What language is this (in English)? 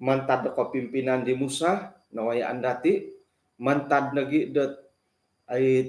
Central Dusun